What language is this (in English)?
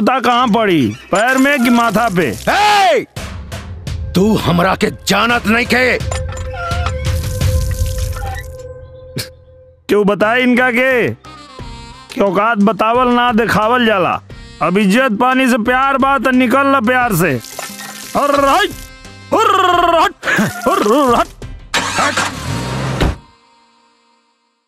Bhojpuri